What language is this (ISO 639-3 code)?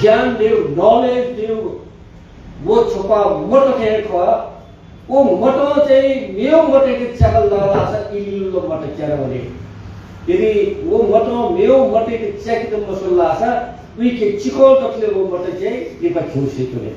new